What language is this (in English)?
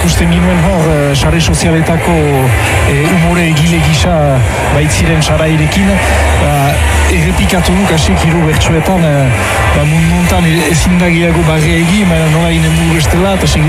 Basque